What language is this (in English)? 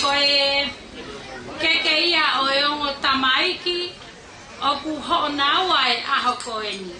Tongan